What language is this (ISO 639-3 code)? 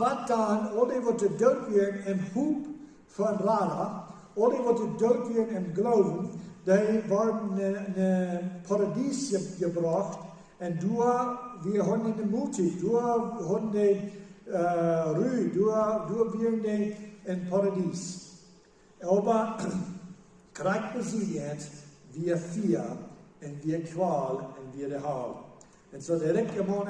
pdt